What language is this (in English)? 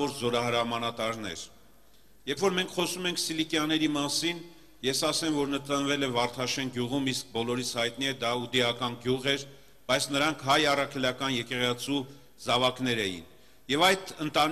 Armenian